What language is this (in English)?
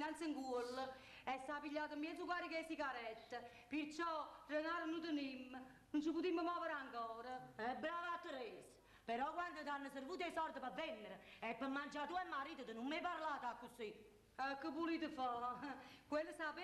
Neapolitan